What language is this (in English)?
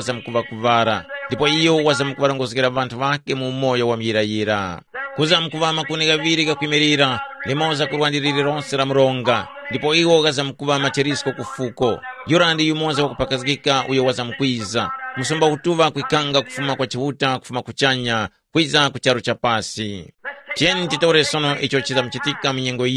Tumbuka